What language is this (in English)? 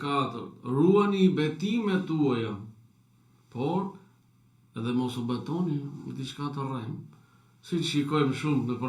Albanian